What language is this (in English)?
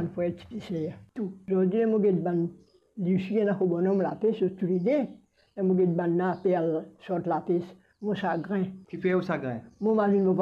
Morisyen